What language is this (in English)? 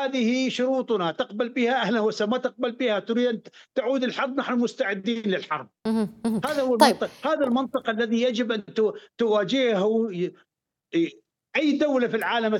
Arabic